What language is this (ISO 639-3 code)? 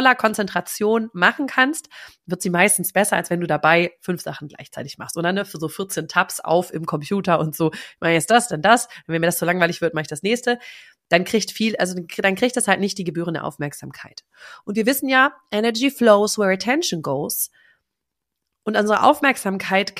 deu